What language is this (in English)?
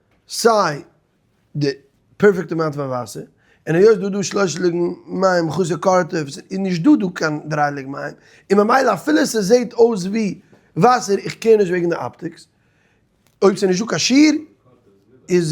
Yiddish